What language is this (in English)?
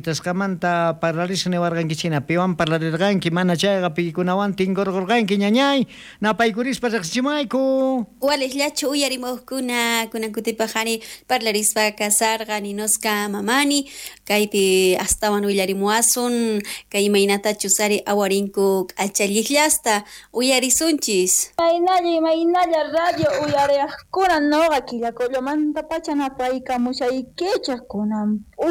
South Bolivian Quechua